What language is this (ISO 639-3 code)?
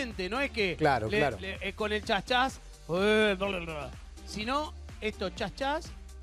spa